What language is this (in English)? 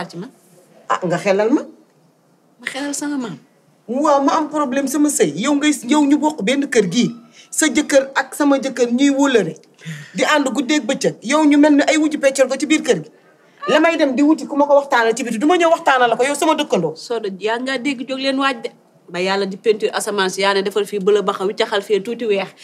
Wolof